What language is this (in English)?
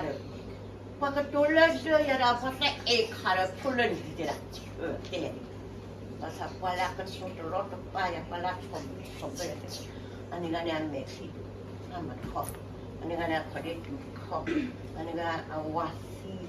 S'gaw Karen